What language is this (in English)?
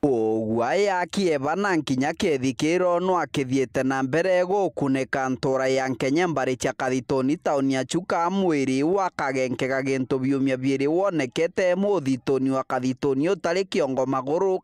Meru